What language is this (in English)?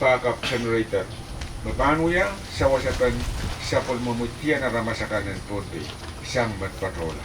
Pohnpeian